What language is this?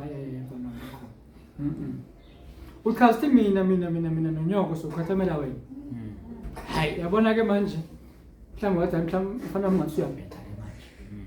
Zulu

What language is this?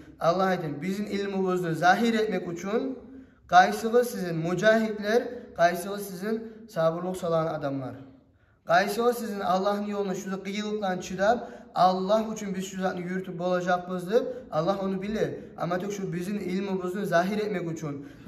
Kumyk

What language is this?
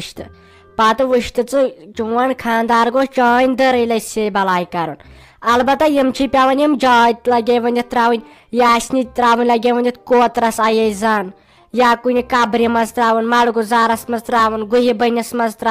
Kashmiri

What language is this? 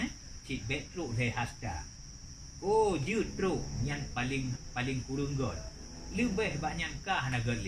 Achinese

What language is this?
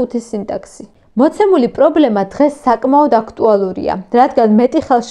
Georgian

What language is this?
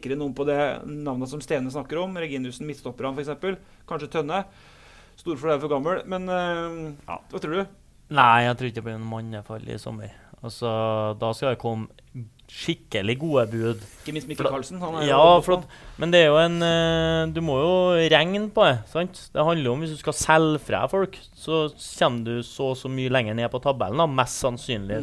Norwegian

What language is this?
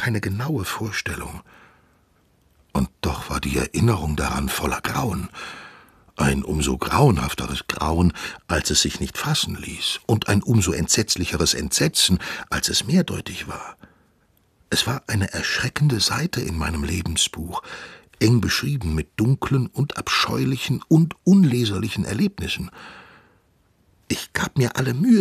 German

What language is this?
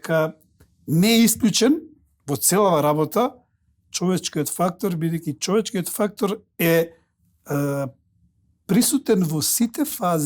Macedonian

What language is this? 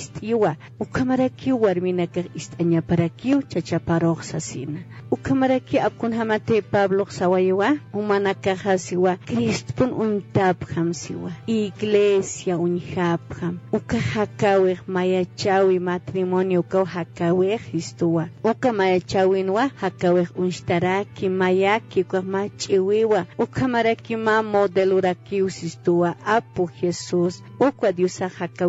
Aymara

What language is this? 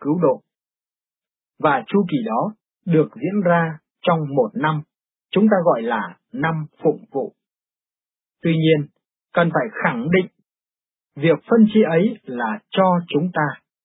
Vietnamese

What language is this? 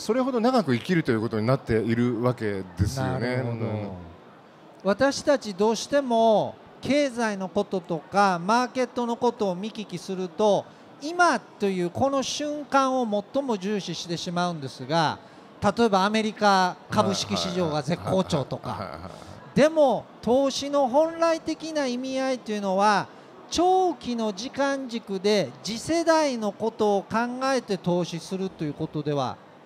Japanese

